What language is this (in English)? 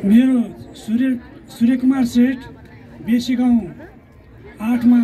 Nepali